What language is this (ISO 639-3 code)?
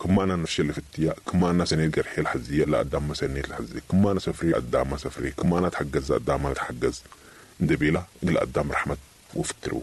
apd